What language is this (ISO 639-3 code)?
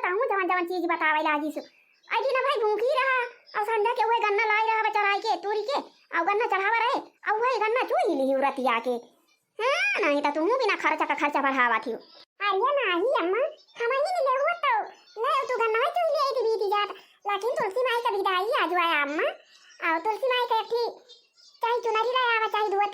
awa